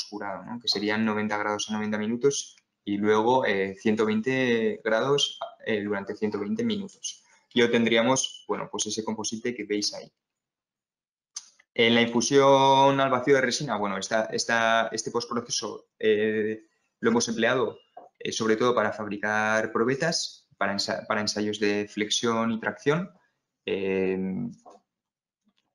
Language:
Spanish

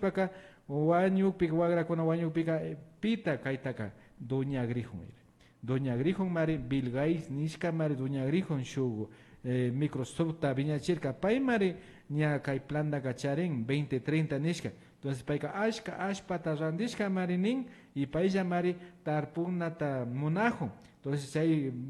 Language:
Imbabura Highland Quichua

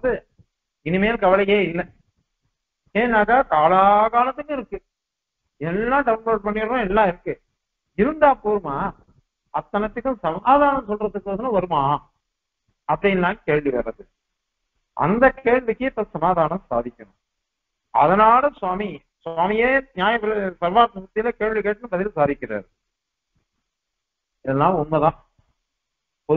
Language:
Tamil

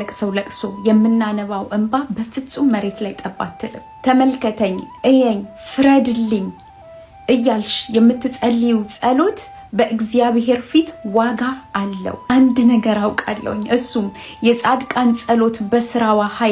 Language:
Amharic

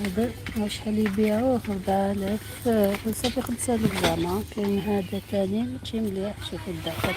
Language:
Algerian Arabic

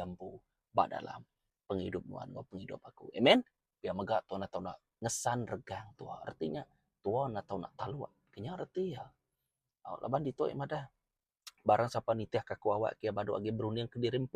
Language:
Iban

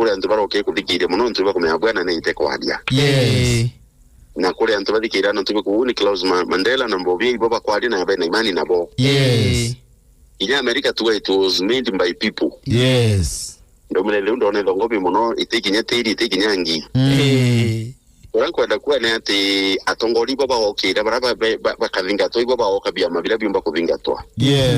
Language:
Meru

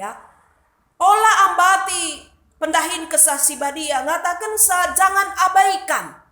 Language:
Batak Karo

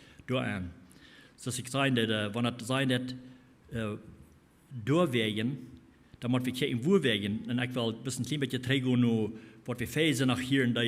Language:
Plautdietsch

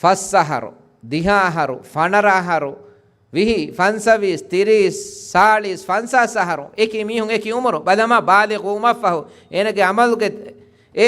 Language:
Divehi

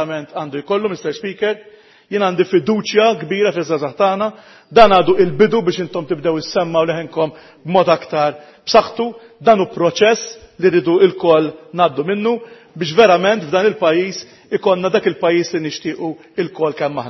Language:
Maltese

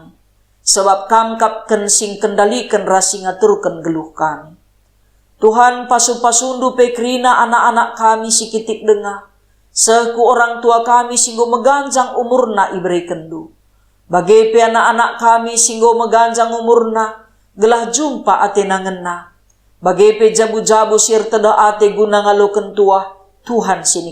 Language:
Batak Karo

